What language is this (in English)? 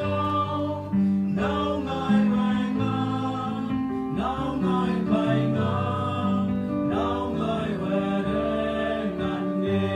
Central Mnong